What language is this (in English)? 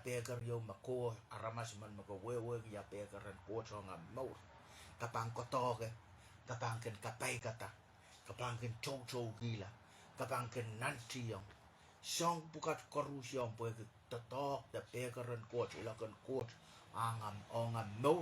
Pohnpeian